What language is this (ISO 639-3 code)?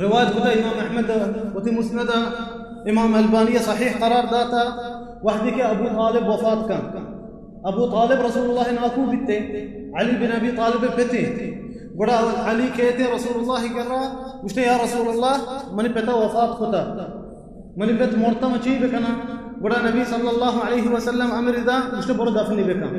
bal